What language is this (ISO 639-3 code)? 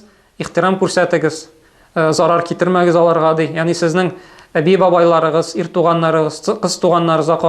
tat